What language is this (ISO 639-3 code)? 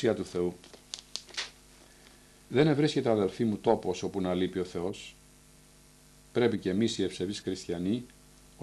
ell